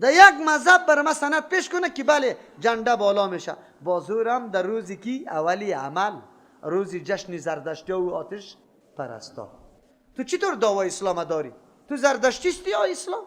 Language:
Persian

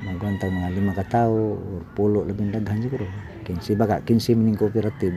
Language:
Cebuano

